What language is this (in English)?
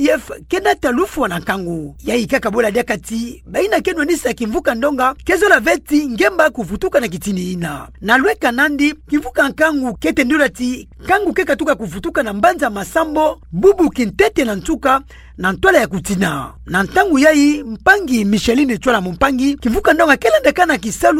Kituba (Democratic Republic of Congo)